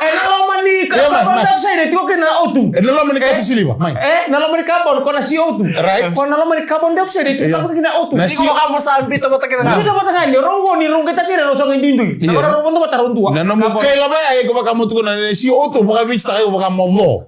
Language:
Fijian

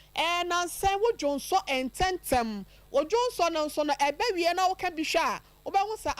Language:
Akan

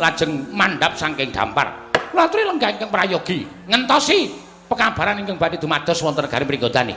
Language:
Javanese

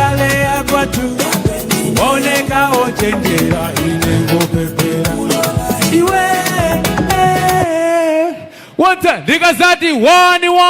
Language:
Nyanja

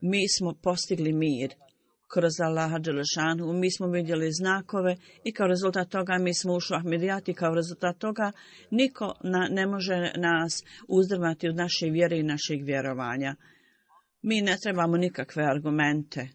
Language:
Bosnian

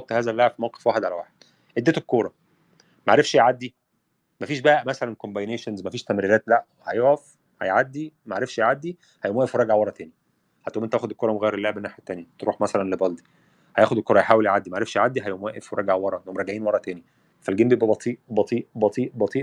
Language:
Egyptian Arabic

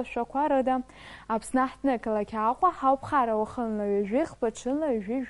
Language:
Abkhazian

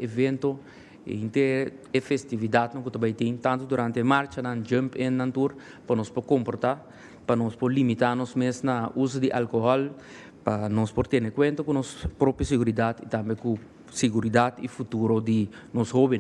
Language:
Papiamento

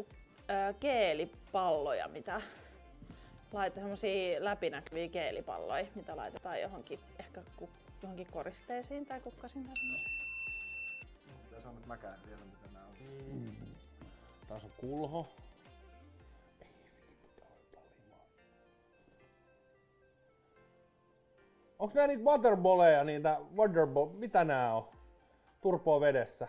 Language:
Finnish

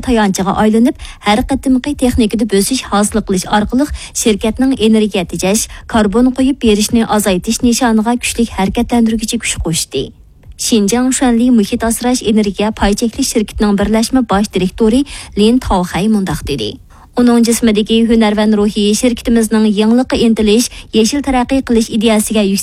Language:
Uyghur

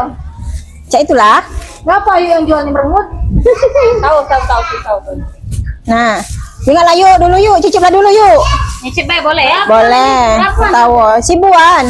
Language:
Musi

